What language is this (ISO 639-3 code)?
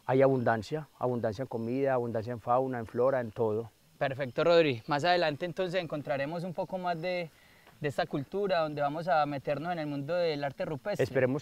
spa